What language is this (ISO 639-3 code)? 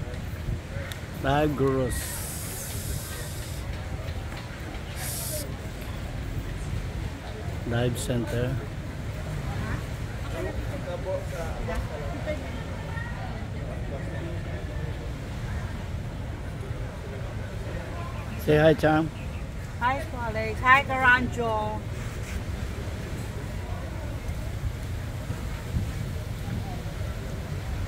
fil